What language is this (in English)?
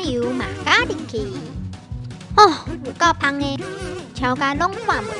Min Nan Chinese